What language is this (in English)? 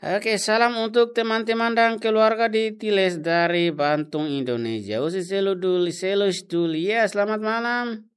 Tetum